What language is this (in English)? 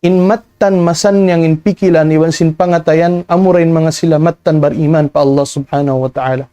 Tausug